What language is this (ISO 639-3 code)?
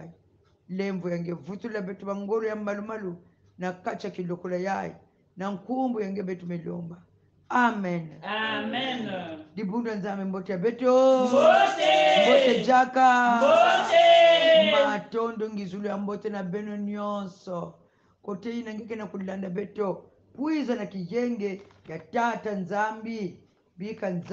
kon